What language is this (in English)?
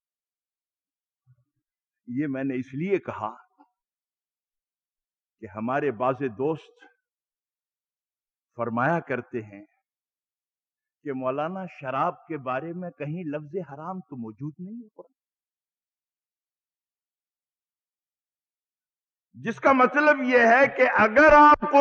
Urdu